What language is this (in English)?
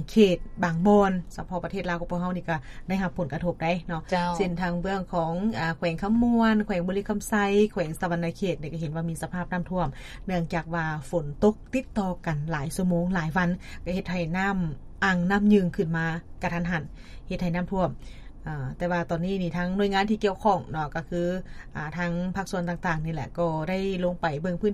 Lao